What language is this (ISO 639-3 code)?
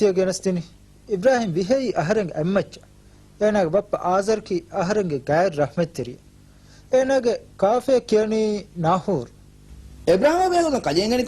div